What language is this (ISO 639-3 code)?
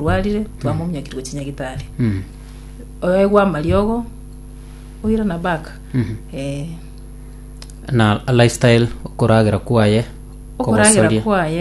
guz